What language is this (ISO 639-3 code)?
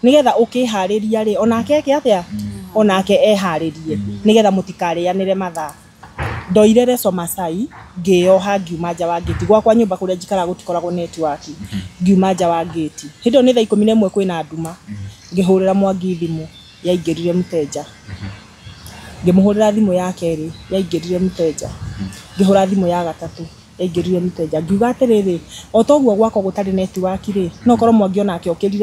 kik